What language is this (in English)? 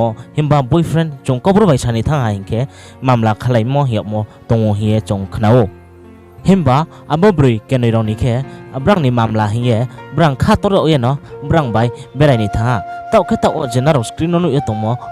Riang (India)